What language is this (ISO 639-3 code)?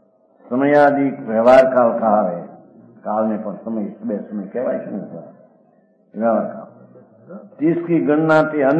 guj